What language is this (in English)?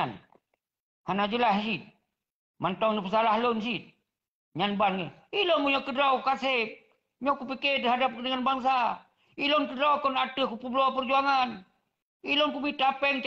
Achinese